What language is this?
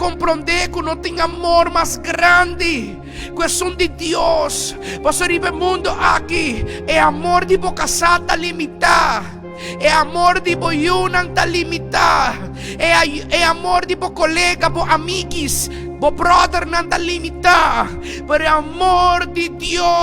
Papiamento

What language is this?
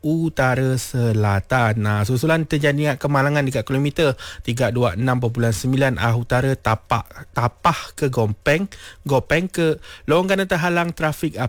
Malay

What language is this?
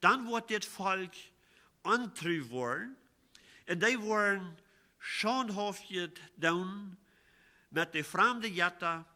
Plautdietsch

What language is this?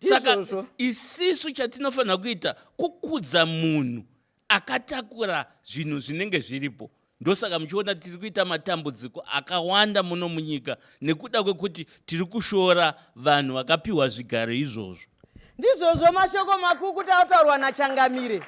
Shona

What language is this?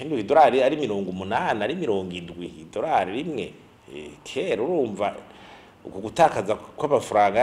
Rundi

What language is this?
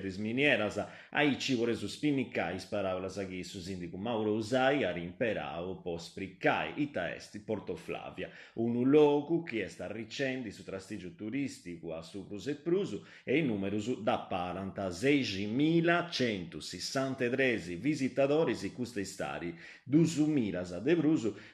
Sardinian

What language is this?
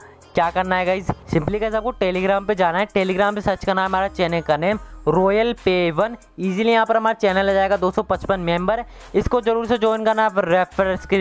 Hindi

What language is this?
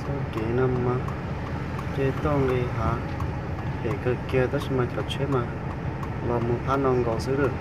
Hmong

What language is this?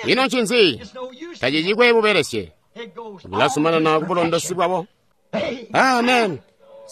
Tonga (Zambia)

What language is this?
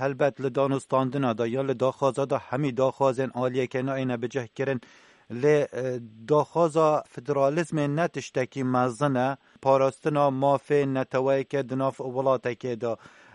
Kurdish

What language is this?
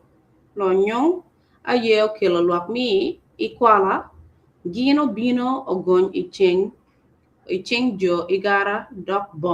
Acoli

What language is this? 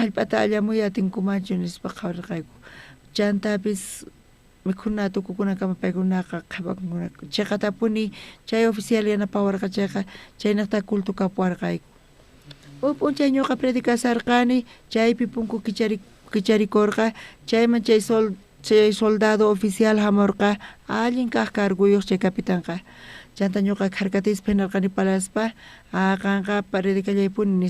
South Bolivian Quechua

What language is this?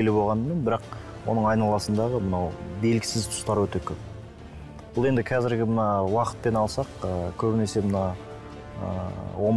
Kazakh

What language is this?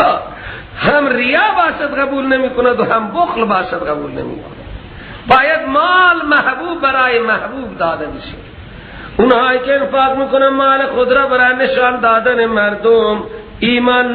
Persian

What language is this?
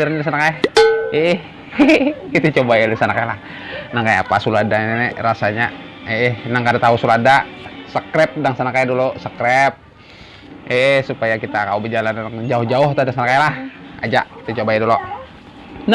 Banjar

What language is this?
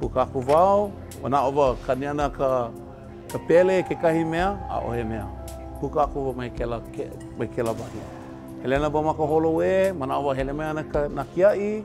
Hawaiian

